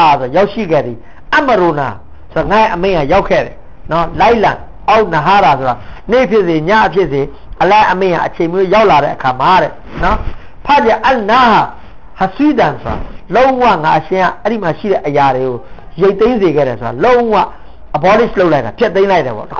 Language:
Burmese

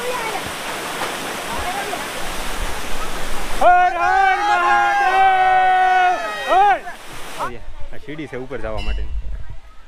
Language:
Gujarati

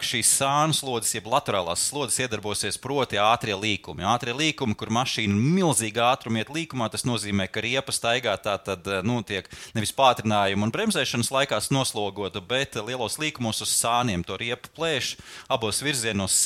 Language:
Latvian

